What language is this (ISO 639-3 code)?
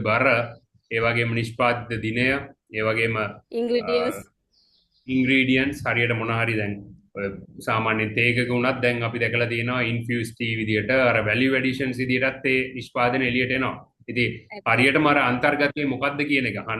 sin